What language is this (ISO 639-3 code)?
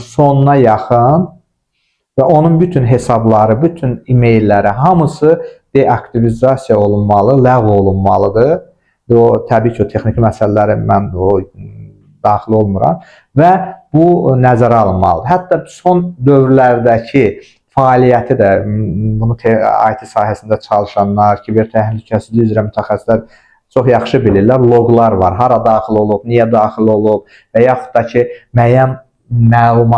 aze